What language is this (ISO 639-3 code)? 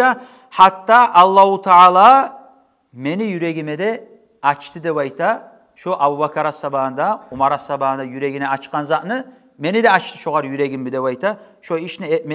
kum